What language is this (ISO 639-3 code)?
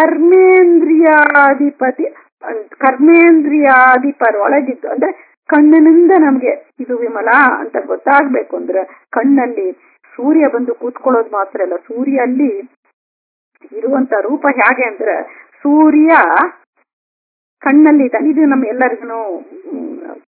kan